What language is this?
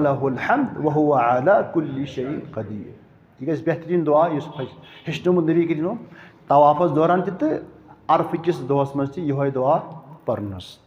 Kashmiri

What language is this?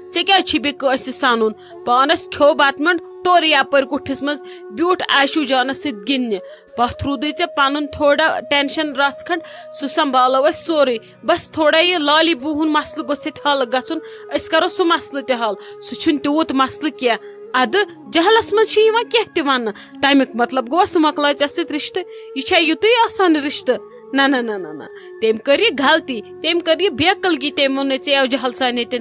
Kashmiri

